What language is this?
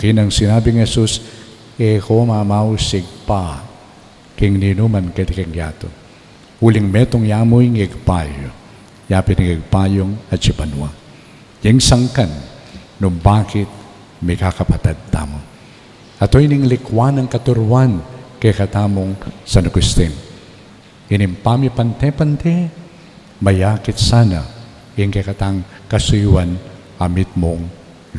Pampanga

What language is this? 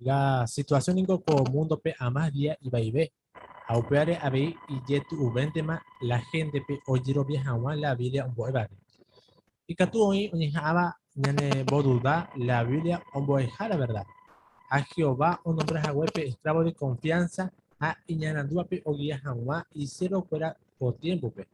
Guarani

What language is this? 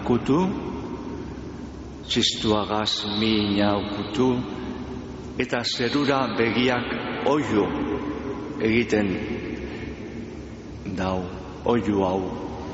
Basque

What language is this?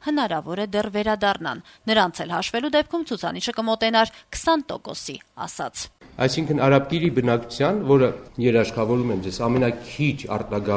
Armenian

